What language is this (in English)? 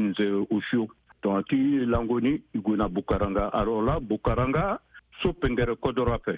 Sango